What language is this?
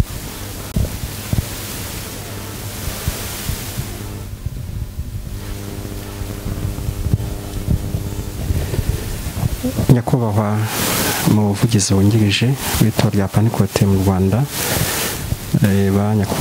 Kinyarwanda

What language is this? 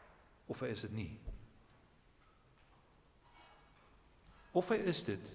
Afrikaans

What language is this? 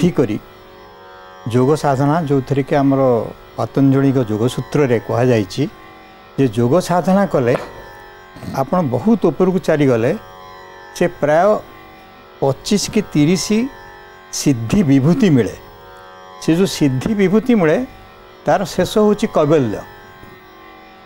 Odia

